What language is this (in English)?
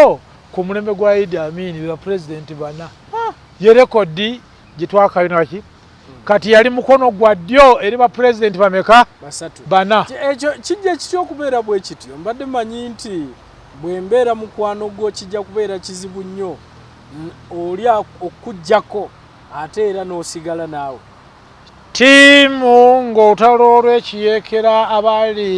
Ganda